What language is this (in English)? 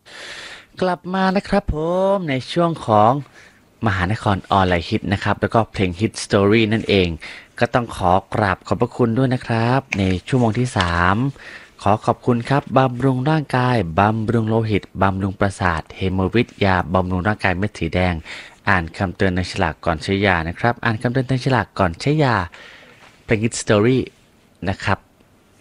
Thai